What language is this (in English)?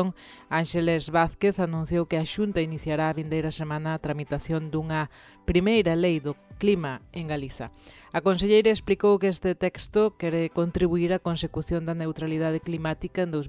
Galician